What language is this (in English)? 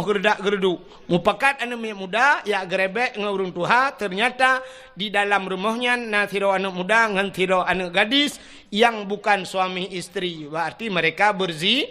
Achinese